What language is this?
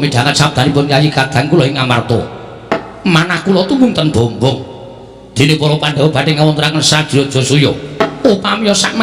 Javanese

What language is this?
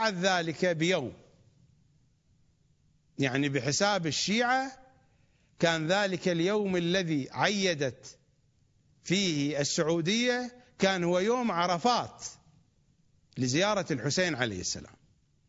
Arabic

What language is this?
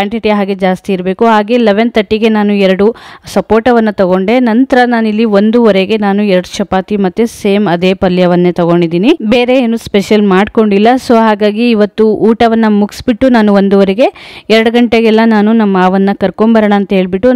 Kannada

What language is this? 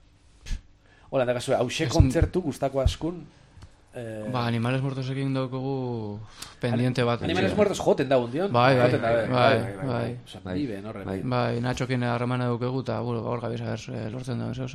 Basque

